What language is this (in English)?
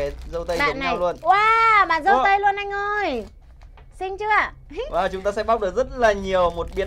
Vietnamese